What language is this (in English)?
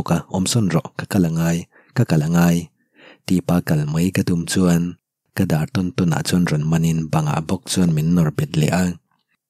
Mizo